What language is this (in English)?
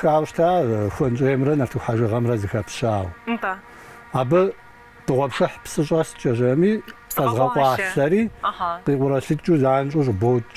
Kabardian